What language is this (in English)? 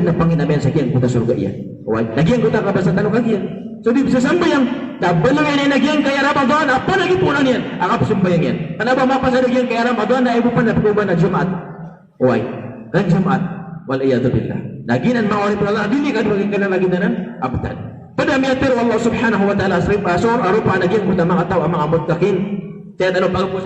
Maranao